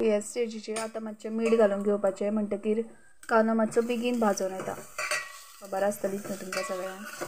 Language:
Konkani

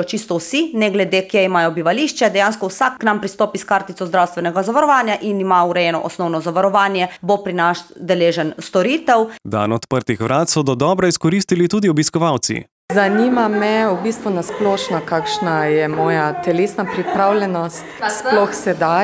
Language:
Slovenian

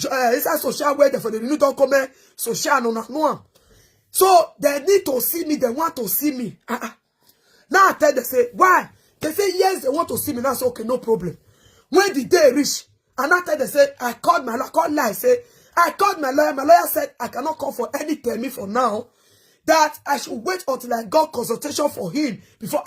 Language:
Nigerian Pidgin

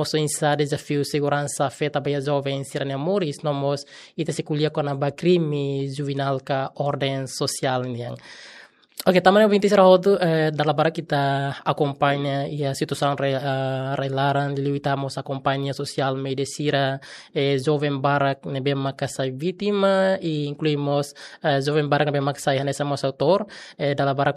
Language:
Tetum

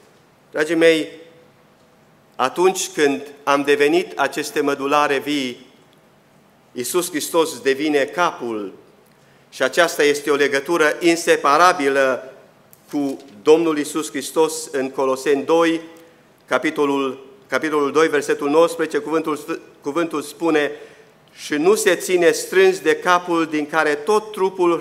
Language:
Romanian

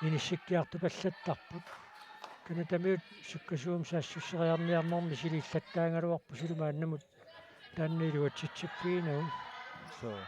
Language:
Kalaallisut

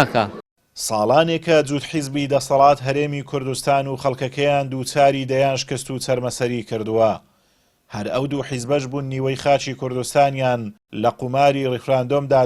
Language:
Central Kurdish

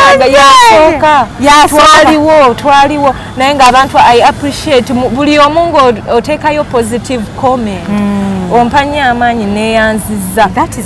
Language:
Ganda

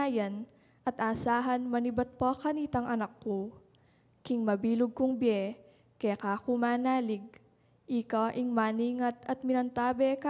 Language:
Pampanga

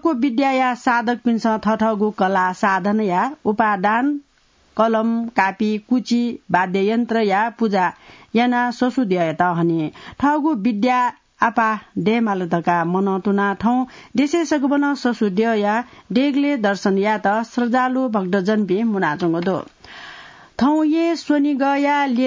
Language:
Newari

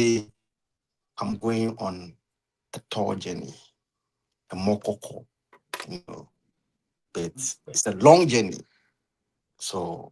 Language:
Ewe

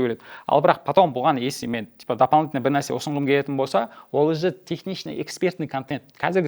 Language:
Kazakh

